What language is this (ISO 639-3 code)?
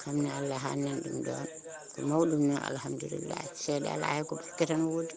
ful